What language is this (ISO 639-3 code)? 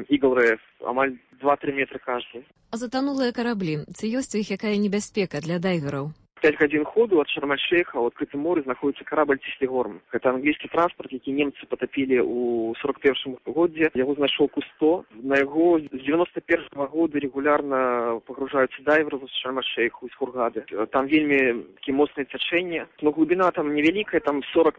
bel